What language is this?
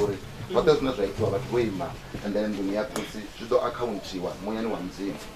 Venda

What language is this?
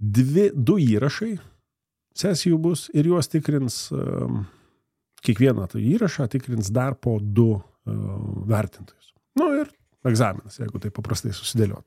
Lithuanian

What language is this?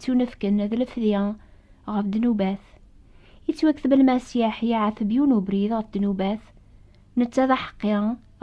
Kabyle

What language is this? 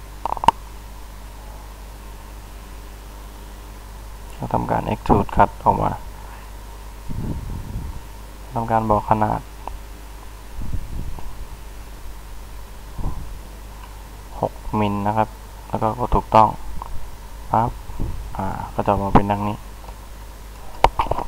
Thai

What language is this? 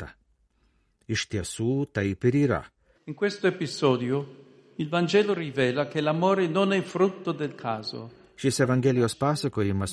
Lithuanian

